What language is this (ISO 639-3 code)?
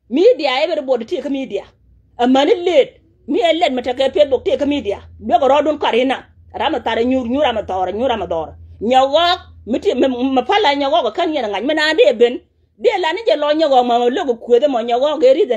nus